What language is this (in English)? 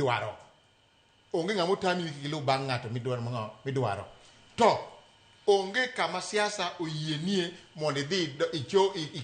Luo (Kenya and Tanzania)